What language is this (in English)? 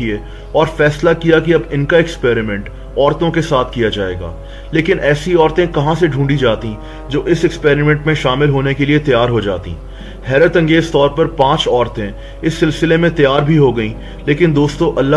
Urdu